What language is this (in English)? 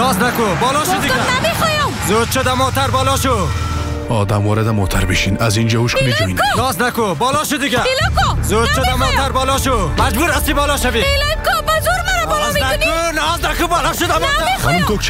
Persian